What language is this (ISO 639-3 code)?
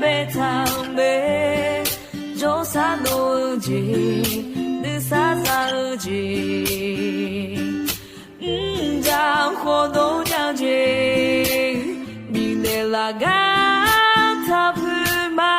ahk